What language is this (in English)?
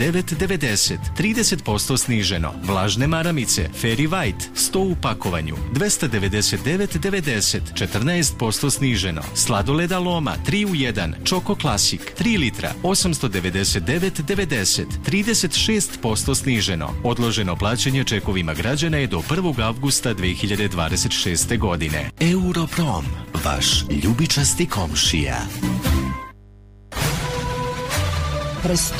Serbian